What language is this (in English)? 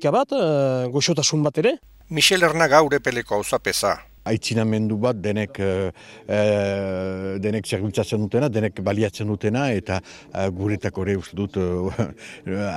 Basque